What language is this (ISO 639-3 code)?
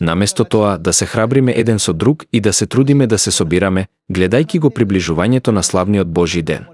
mkd